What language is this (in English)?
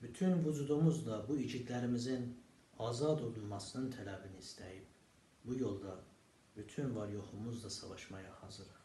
South Azerbaijani